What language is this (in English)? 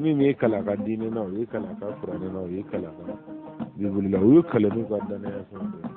Bambara